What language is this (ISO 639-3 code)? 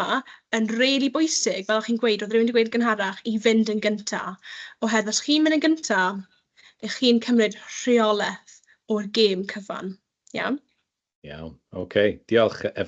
cym